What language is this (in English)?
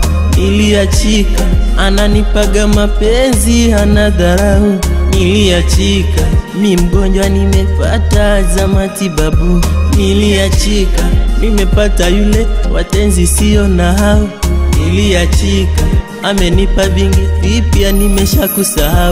Swahili